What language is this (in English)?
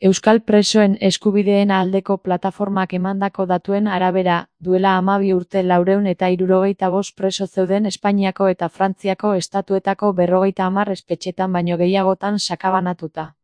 Basque